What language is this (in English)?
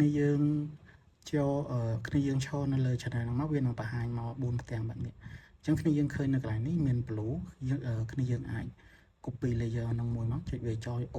Khmer